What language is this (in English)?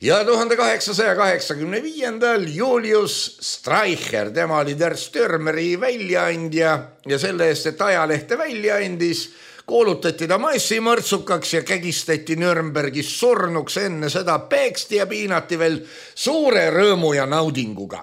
Estonian